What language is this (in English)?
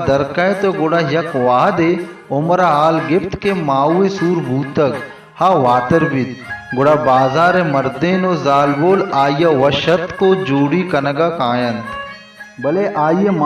Baluchi